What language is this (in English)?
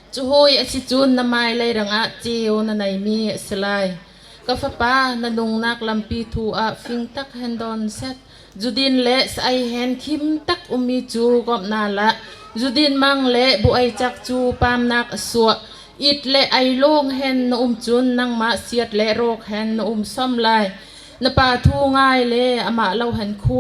Bawm Chin